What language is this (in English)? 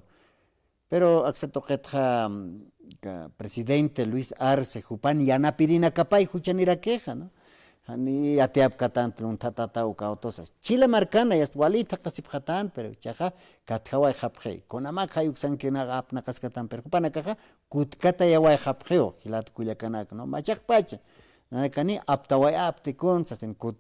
Aymara